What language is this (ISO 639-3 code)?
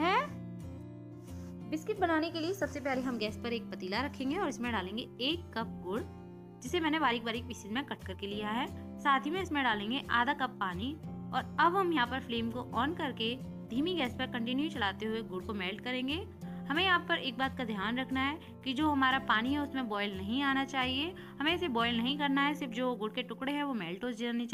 hin